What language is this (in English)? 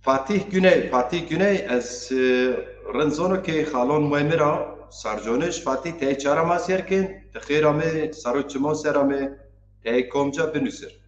Zaza